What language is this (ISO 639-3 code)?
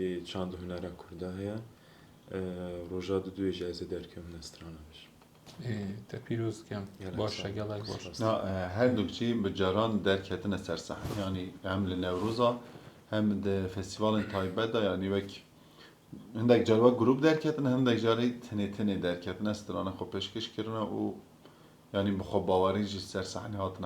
kur